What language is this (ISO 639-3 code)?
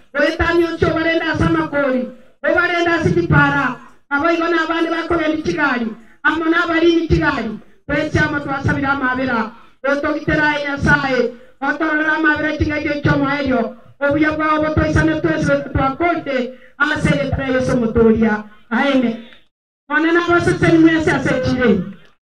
guz